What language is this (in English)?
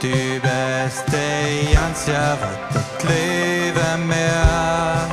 Plautdietsch